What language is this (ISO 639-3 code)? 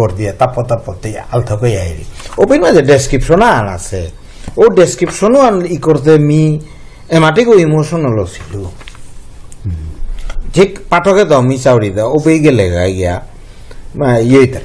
bpy